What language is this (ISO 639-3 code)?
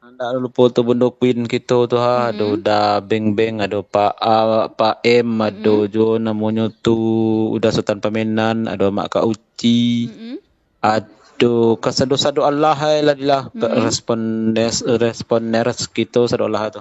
min